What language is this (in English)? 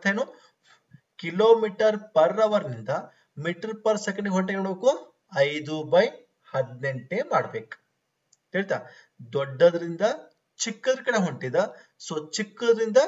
Kannada